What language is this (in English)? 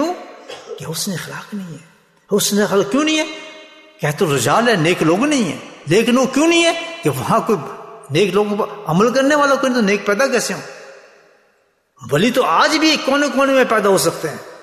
Urdu